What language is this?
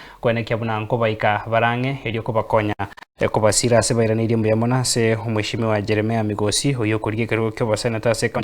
Gusii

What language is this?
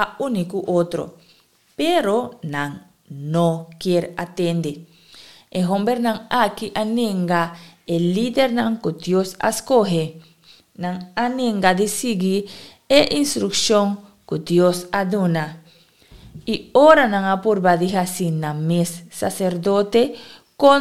Papiamento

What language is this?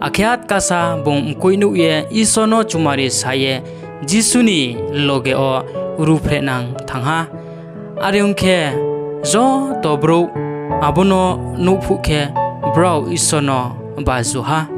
Riang (India)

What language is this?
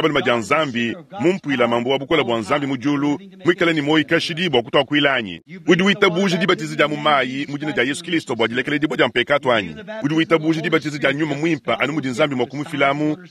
Luba-Lulua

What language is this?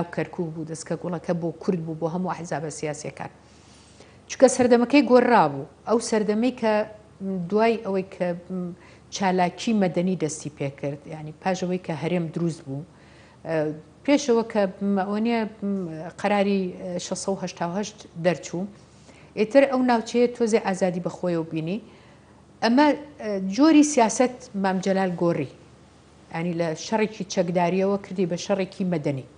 Central Kurdish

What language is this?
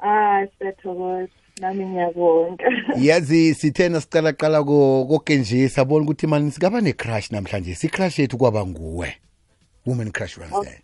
South Ndebele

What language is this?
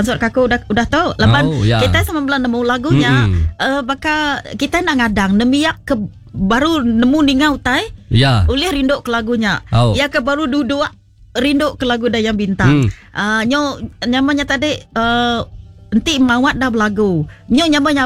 Iban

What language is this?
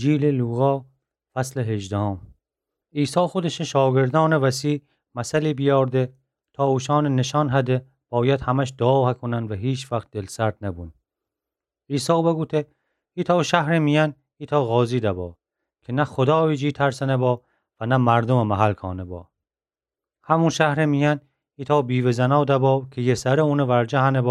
Gilaki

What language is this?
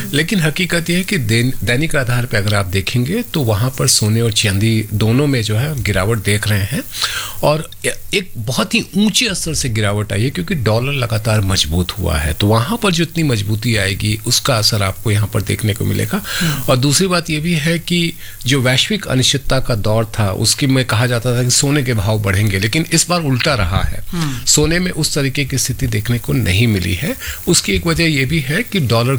Hindi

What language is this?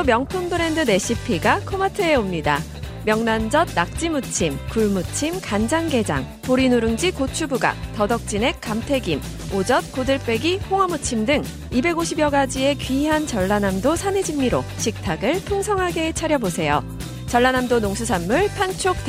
Korean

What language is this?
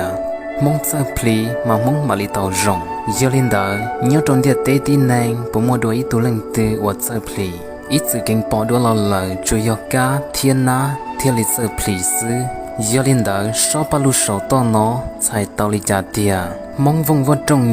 Hmong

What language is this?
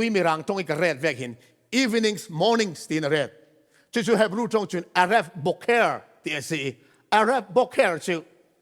Falam Chin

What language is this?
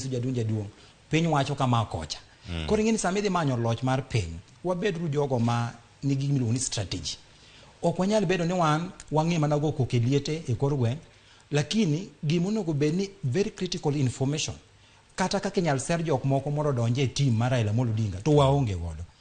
Luo (Kenya and Tanzania)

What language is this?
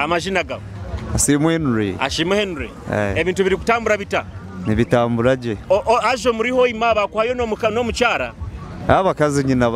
Nyoro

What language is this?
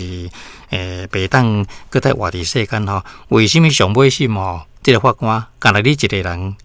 Min Nan Chinese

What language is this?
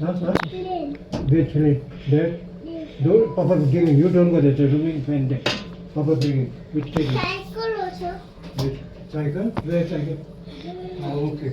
Konkani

